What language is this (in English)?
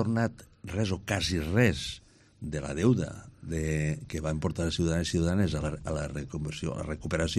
Catalan